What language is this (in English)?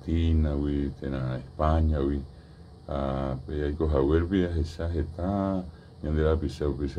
Guarani